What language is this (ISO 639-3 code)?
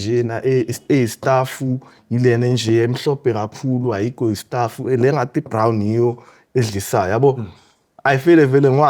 zul